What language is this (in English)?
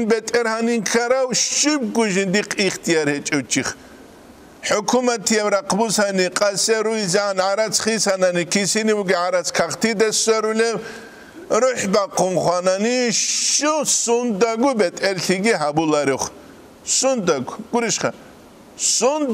Avaric